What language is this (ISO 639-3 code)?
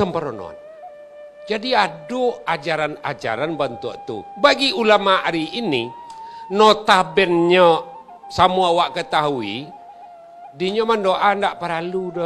min